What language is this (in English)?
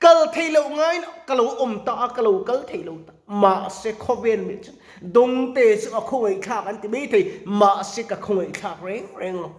Mizo